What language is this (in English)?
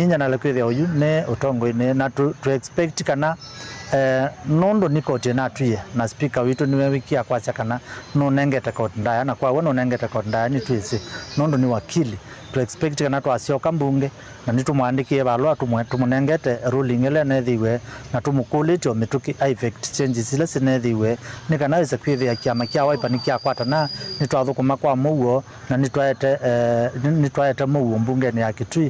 Kamba